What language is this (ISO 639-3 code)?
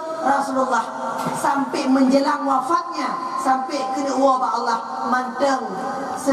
ace